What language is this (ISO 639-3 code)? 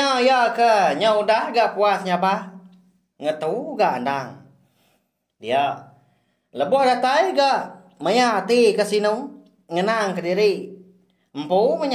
iba